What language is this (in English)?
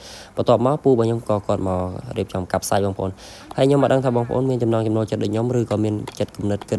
Khmer